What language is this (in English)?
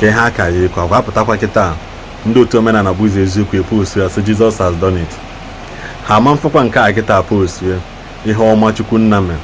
Igbo